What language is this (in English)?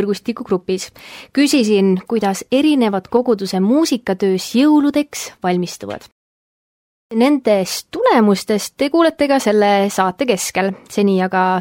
Estonian